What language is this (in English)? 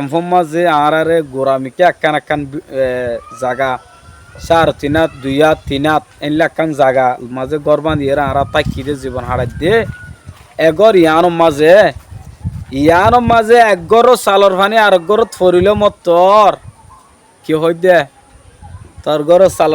Rohingya